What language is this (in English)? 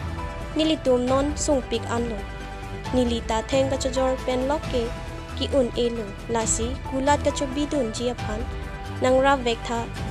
Karbi